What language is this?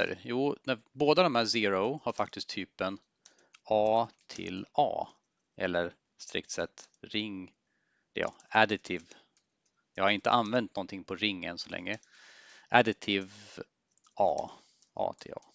Swedish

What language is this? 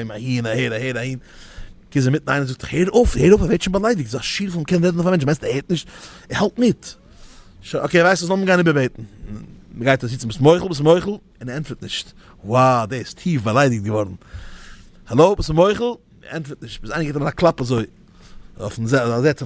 Yiddish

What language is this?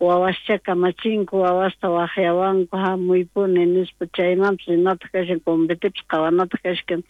South Bolivian Quechua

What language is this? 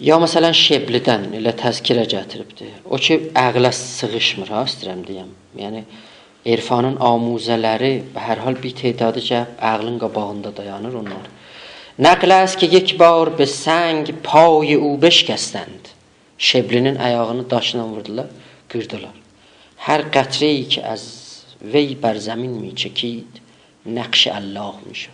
South Azerbaijani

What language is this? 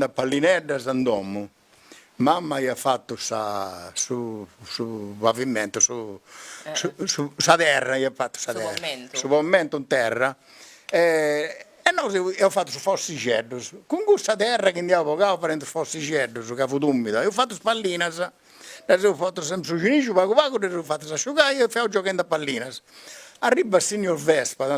Sardinian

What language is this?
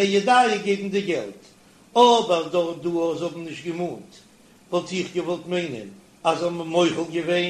Yiddish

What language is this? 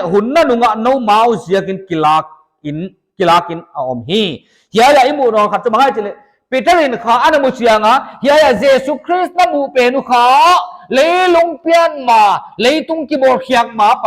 Paite Chin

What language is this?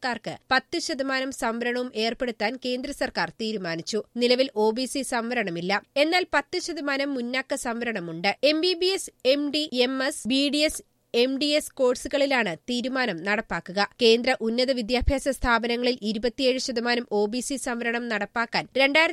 Malayalam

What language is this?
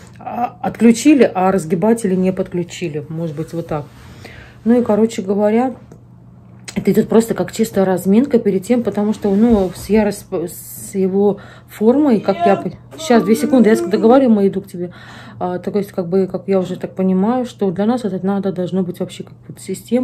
Russian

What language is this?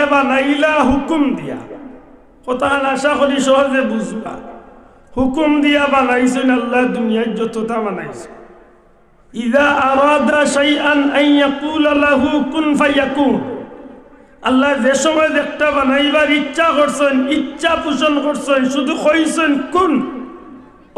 Sylheti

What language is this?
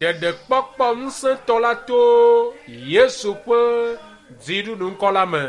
Ewe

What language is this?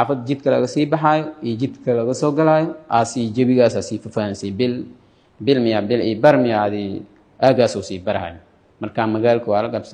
Somali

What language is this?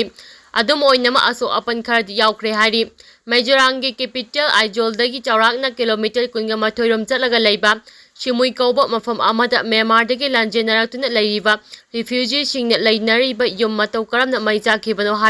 Manipuri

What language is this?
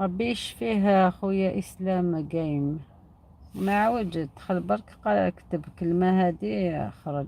Algerian Arabic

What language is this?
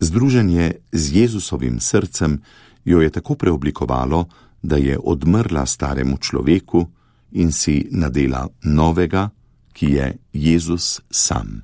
Slovenian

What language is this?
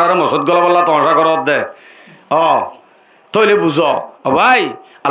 Rohingya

